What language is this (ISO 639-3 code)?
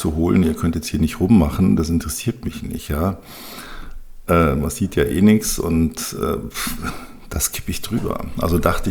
deu